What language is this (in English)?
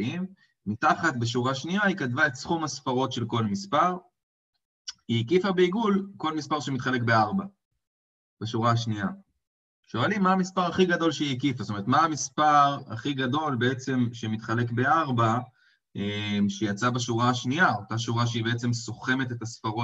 Hebrew